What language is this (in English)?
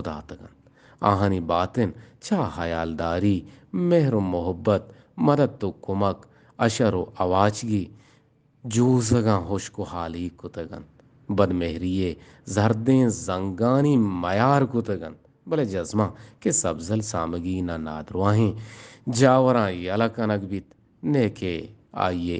Eastern Balochi